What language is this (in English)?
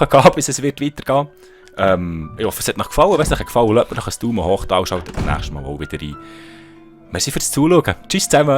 Swiss German